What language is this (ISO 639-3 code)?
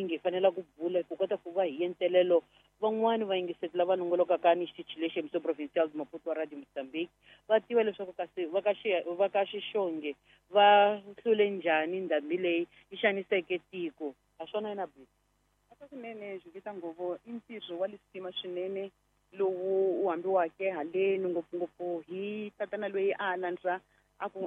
tso